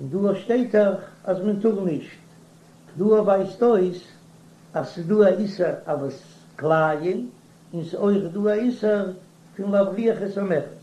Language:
Yiddish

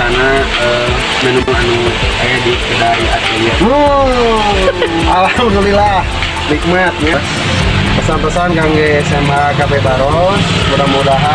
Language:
Sundanese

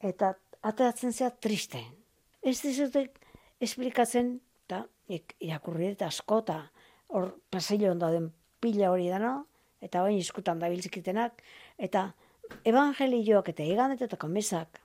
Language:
Basque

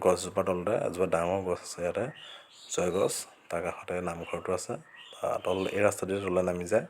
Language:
Assamese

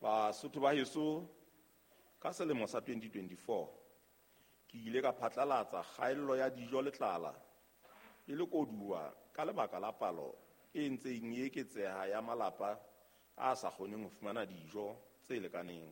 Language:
Southern Sotho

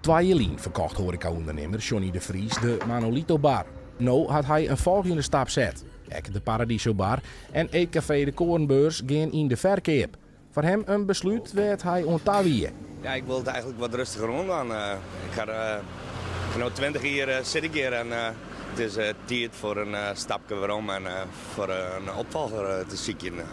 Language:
Western Frisian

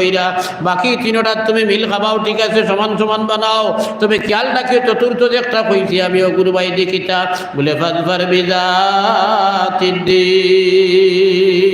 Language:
Sylheti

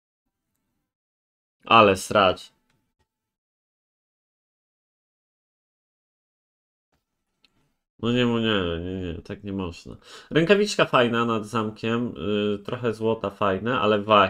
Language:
Polish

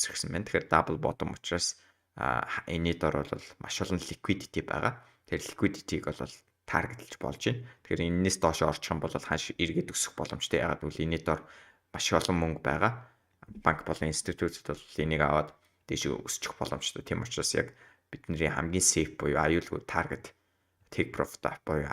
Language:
Mongolian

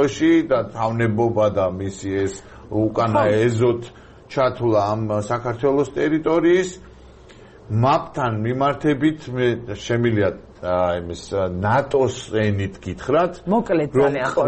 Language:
Georgian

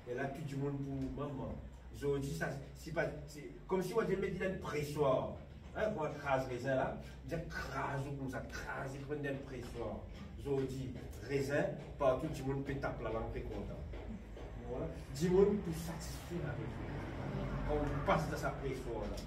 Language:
Morisyen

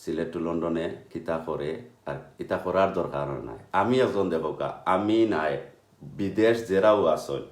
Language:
Sylheti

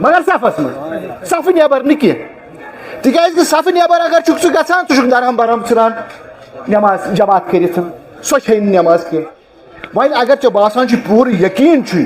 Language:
Kashmiri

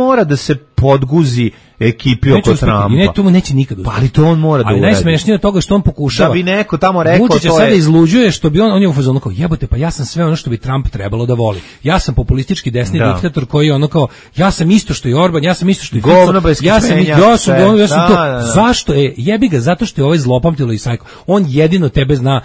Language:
Serbian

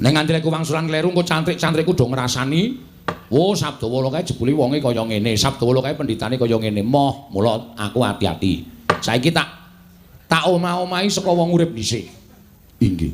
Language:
Javanese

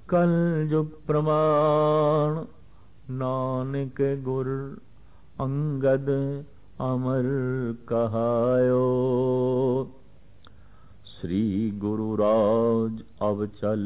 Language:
Punjabi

